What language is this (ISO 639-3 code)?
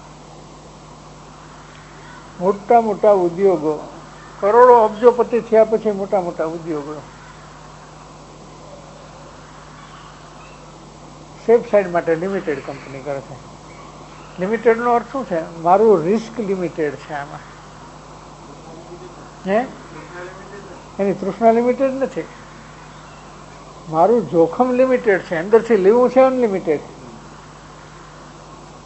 guj